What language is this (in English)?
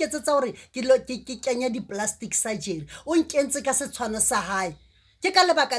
Southern Sotho